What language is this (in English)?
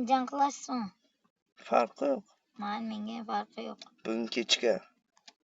Uzbek